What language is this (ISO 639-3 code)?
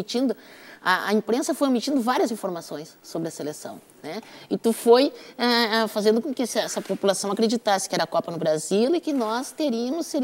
por